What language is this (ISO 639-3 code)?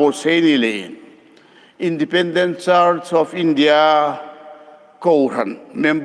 hmr